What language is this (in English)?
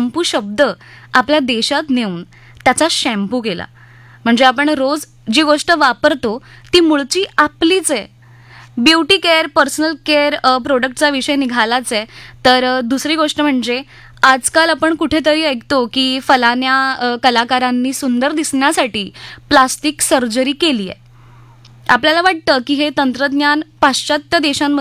Marathi